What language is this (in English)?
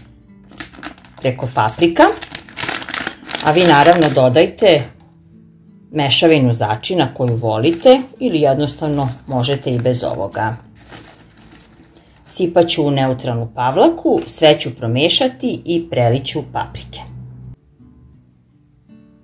Serbian